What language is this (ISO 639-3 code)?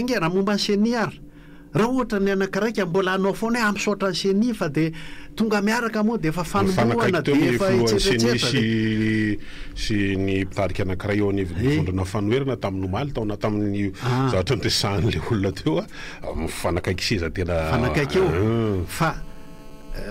mlg